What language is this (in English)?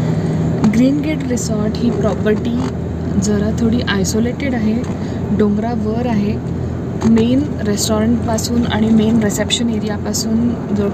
Marathi